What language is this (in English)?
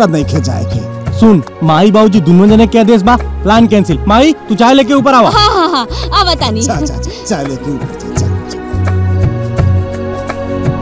Bhojpuri